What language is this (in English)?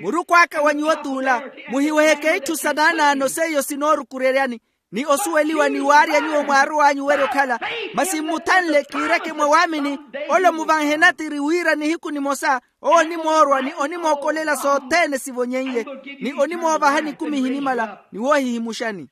Makhuwa